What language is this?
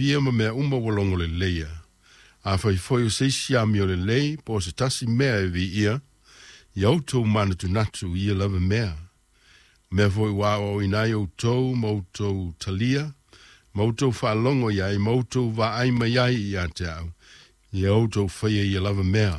Samoan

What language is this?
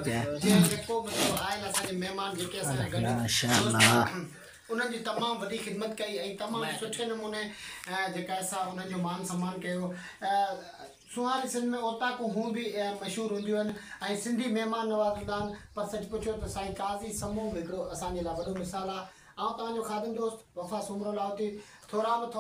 Sindhi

